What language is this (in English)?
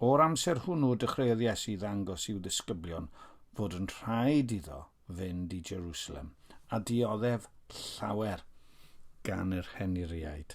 Welsh